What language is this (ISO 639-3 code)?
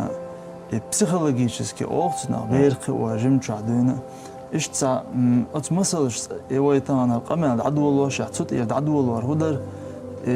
che